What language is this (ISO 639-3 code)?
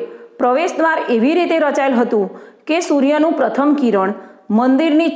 guj